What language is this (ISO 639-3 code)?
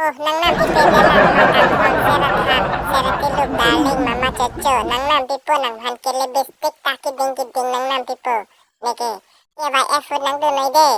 mjw